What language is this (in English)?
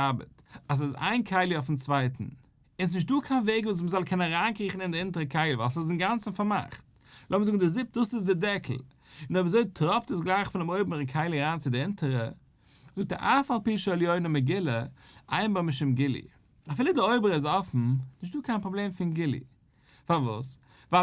Yiddish